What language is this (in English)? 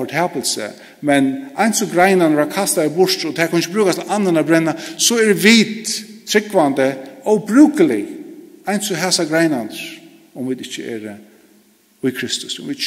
Faroese